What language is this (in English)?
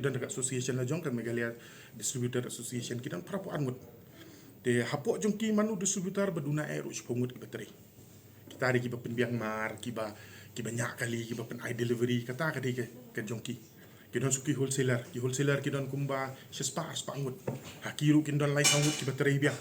Khasi